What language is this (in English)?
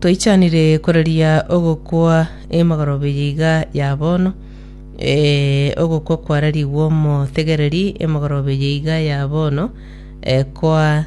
Gusii